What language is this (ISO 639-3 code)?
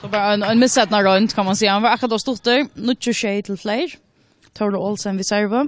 fao